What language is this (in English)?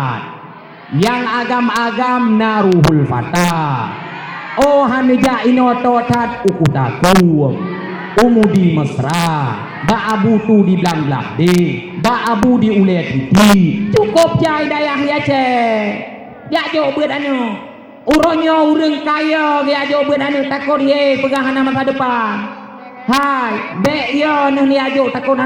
Achinese